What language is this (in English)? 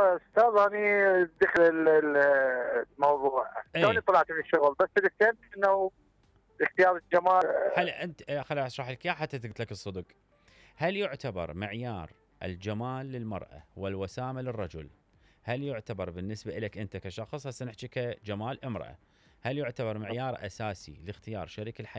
Mesopotamian Arabic